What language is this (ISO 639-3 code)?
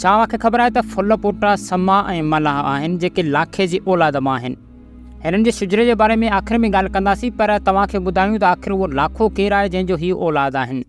snd